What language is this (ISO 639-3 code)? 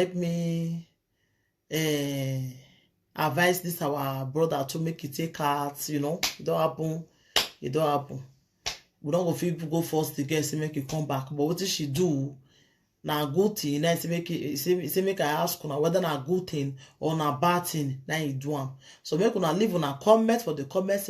pcm